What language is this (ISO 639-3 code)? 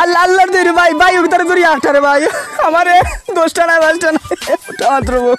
syl